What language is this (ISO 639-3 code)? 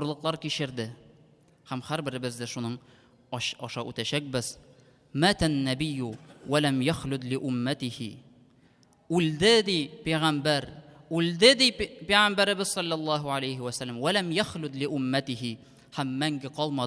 tat